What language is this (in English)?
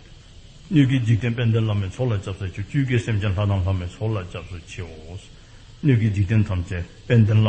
Dzongkha